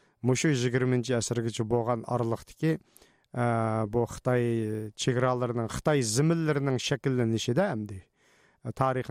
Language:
Uyghur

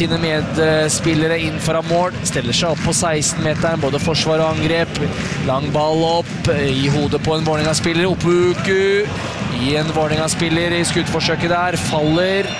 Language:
Norwegian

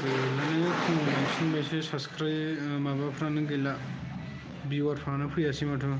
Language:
Bodo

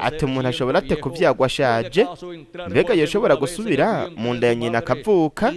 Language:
Rundi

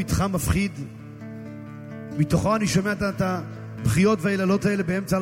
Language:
Hebrew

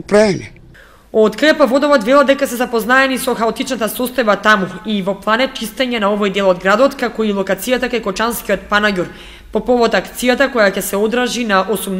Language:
Macedonian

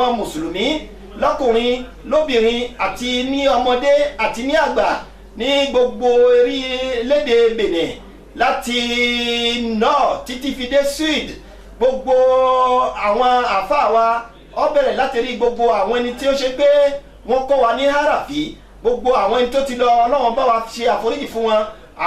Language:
Yoruba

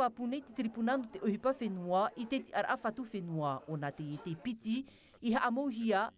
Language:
Tahitian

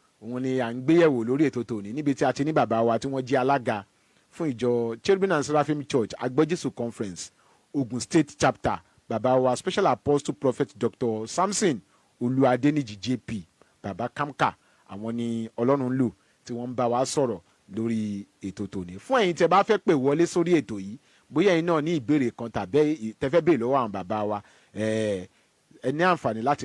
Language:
Yoruba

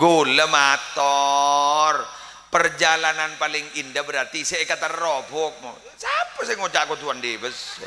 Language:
Madurese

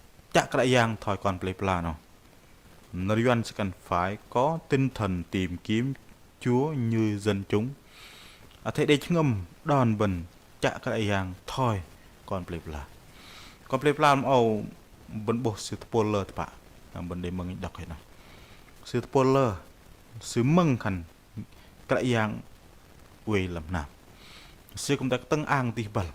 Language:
Bahnar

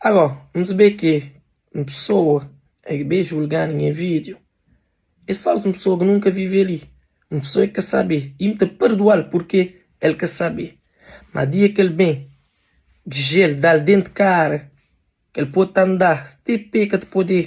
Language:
Kabuverdianu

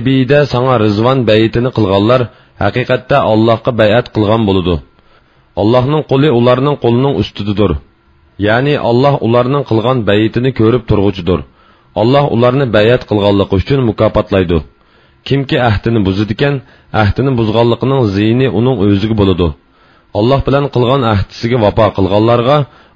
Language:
Uyghur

